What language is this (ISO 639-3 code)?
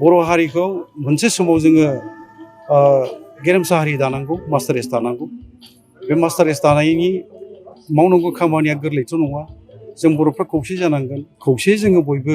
brx